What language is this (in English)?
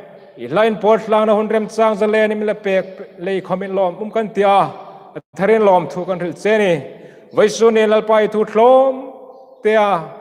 Hmar